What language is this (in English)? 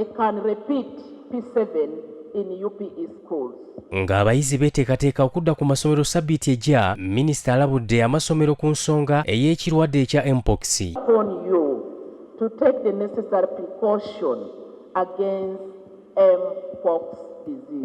Ganda